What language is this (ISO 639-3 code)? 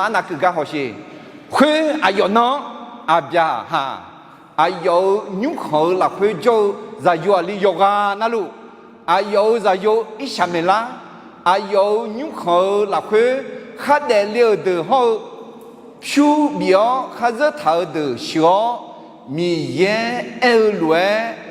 ahk